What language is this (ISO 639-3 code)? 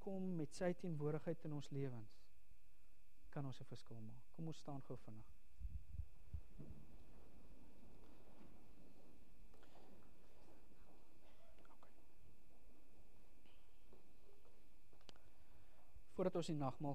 afr